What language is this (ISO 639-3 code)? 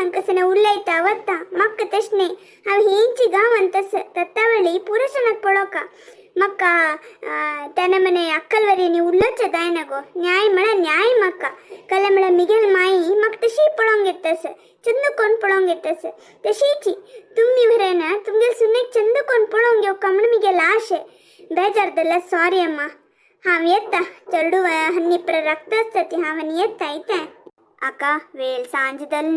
kok